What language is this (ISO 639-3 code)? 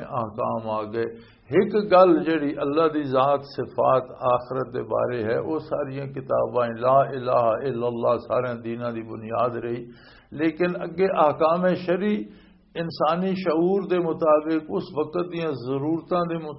lah